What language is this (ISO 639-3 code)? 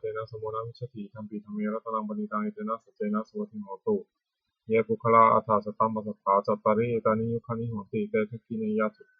pli